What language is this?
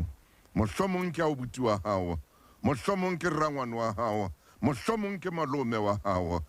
Southern Sotho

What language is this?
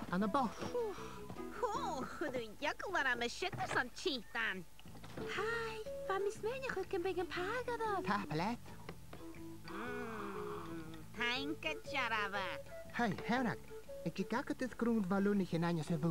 Scottish Gaelic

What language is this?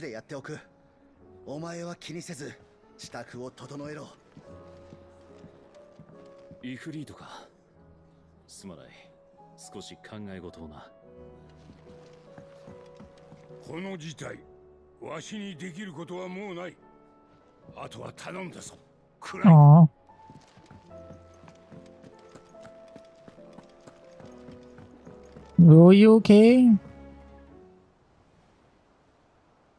Japanese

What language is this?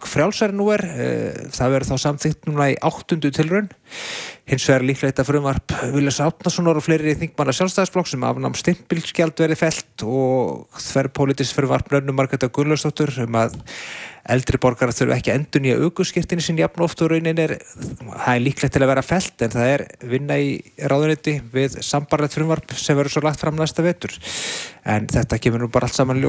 Icelandic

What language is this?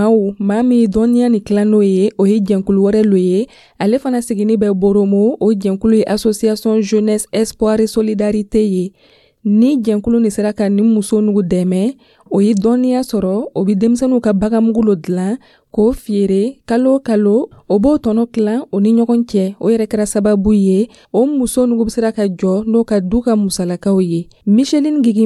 Dyula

